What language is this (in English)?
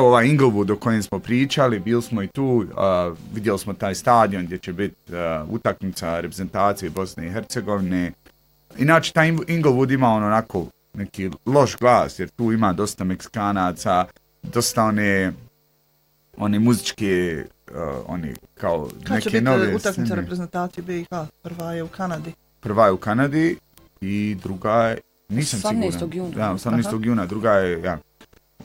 Bosnian